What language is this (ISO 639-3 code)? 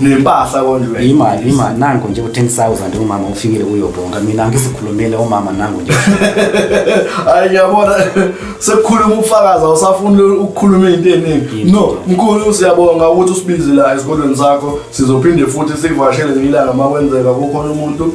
zul